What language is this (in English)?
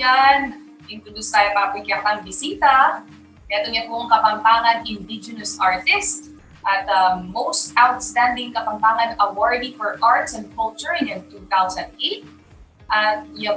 Pampanga